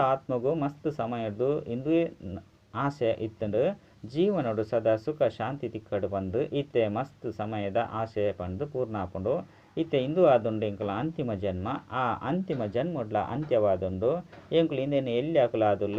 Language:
Tulu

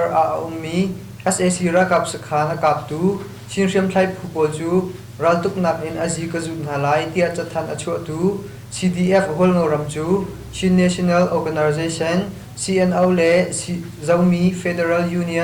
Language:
Hakha Chin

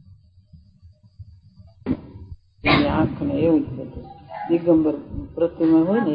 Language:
Gujarati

